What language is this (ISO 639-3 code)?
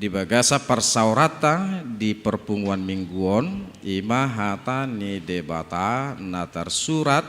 bbc